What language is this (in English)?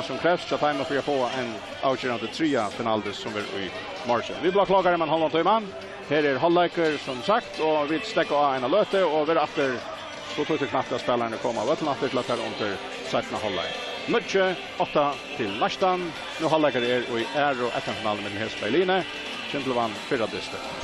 Faroese